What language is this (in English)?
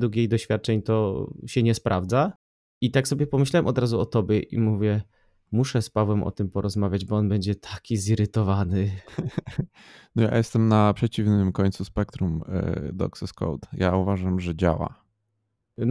Polish